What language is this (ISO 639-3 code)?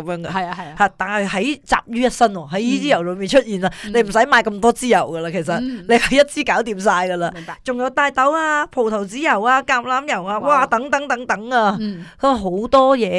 yue